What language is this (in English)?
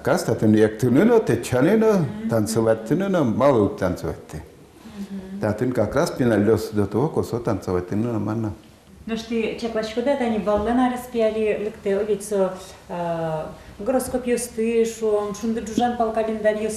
Udmurt